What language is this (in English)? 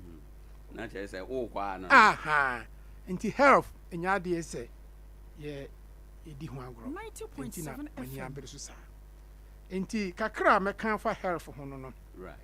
Akan